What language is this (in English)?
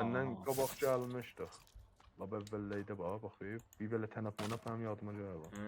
South Azerbaijani